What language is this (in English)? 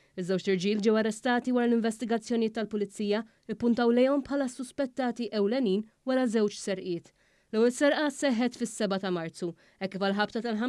Maltese